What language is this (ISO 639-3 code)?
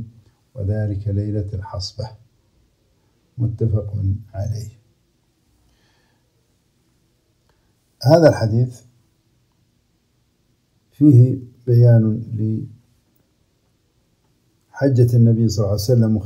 ara